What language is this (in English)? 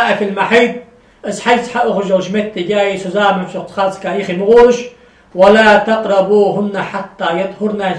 Ingush